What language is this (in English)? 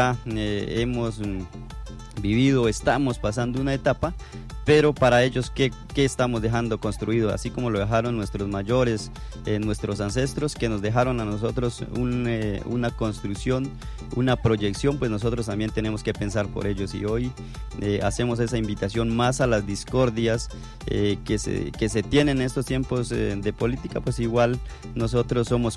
Spanish